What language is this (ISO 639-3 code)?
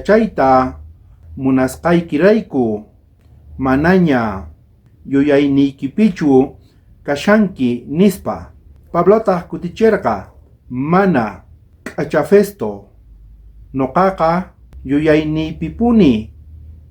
quh